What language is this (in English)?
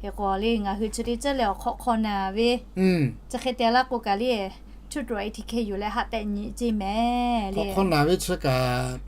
Lahu